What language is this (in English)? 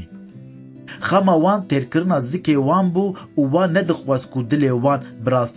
Kurdish